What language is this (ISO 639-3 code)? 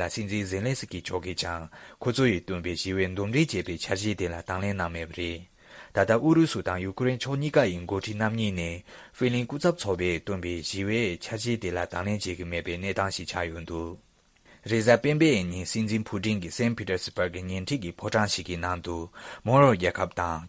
bod